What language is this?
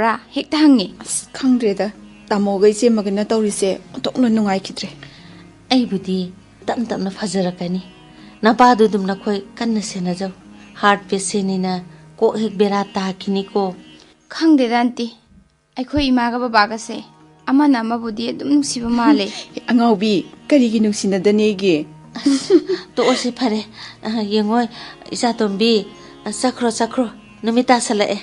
Manipuri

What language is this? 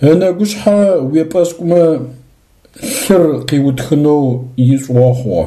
Adyghe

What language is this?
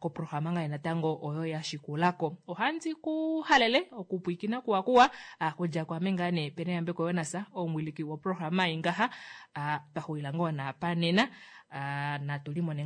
Kuanyama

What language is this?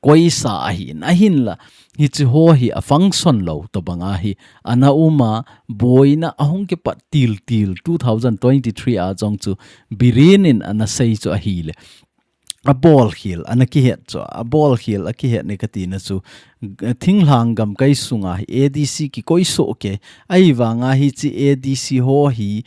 Thado Chin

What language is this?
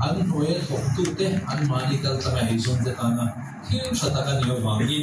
Mizo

